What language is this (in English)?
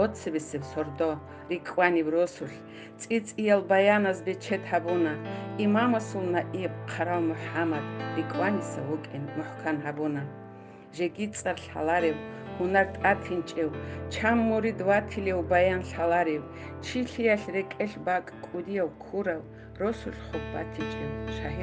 Avaric